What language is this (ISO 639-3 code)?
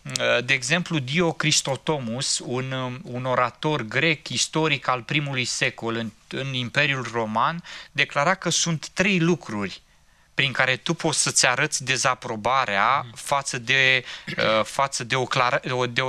ron